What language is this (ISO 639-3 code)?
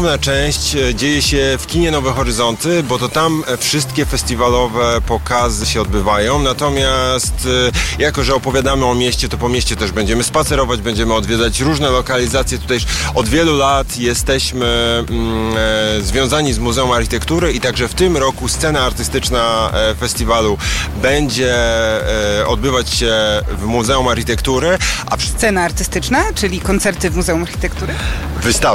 pol